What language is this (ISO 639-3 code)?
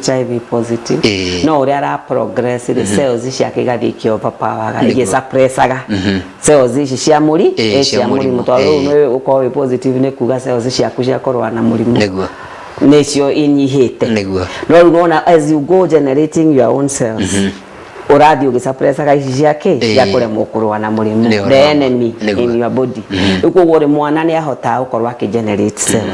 kik